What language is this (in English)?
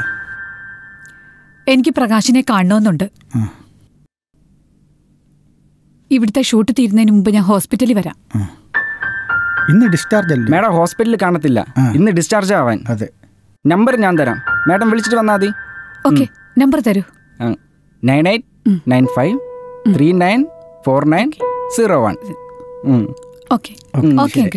Malayalam